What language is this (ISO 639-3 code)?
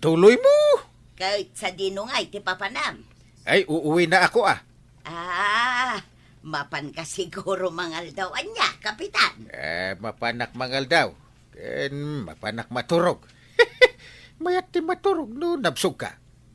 ilo